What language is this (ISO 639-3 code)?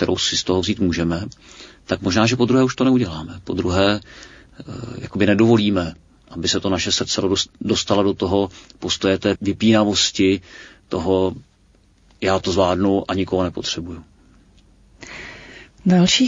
ces